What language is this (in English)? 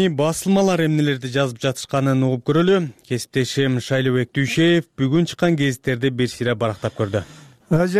Kyrgyz